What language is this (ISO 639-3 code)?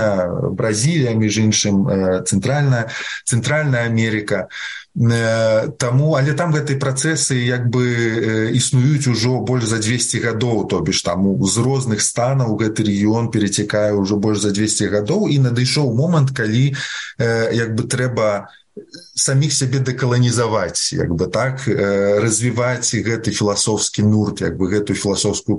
bel